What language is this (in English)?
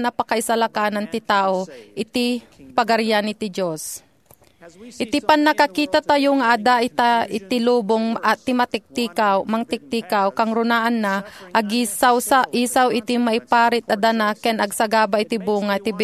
Iloko